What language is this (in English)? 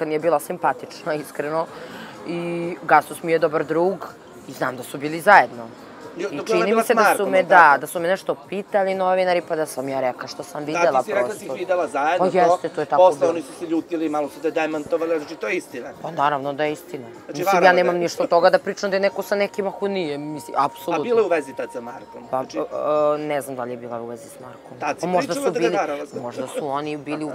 Serbian